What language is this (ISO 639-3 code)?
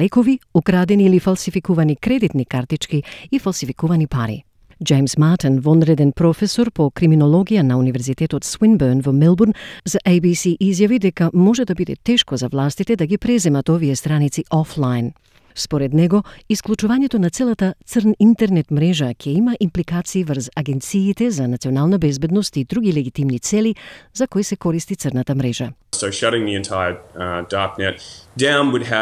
mkd